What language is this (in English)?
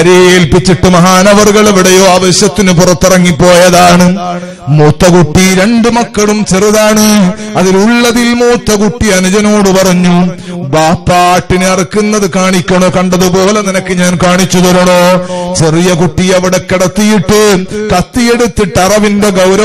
Malayalam